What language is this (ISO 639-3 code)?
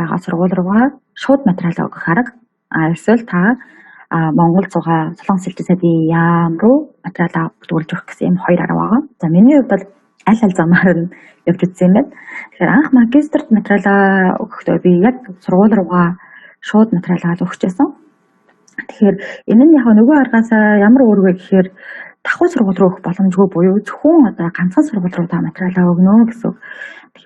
mon